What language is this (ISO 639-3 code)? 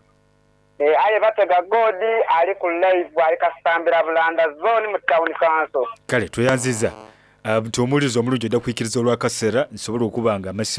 xog